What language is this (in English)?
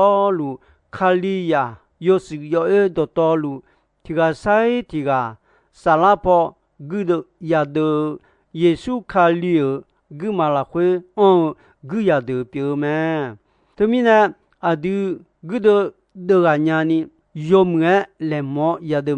Akha